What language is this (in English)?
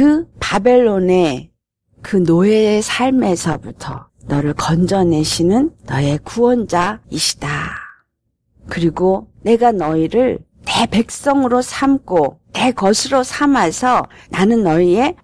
Korean